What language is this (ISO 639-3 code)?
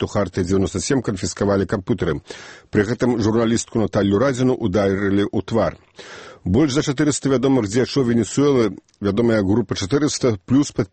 bel